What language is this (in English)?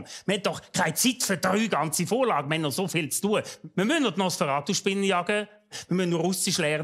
Swiss German